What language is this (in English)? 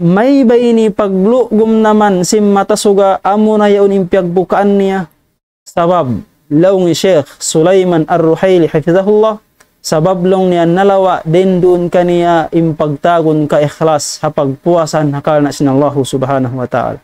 Tausug